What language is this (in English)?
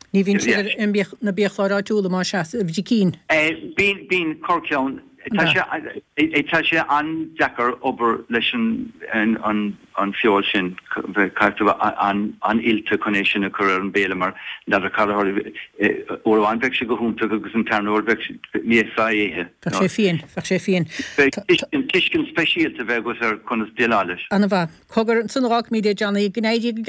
Irish